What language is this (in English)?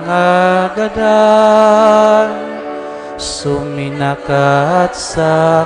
Bikol